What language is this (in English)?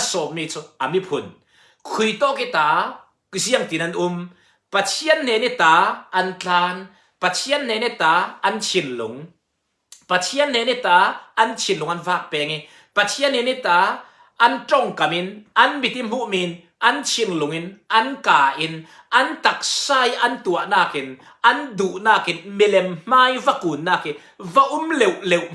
Falam Chin